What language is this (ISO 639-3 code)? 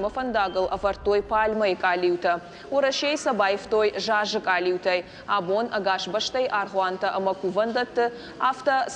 oss